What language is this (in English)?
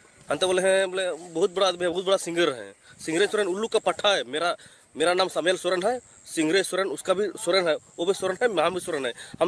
Santali